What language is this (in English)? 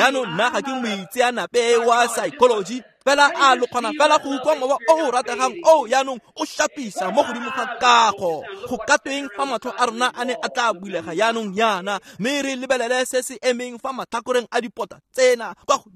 Tswana